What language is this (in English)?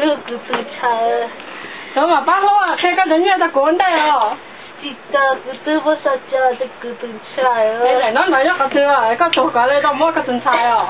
Hmong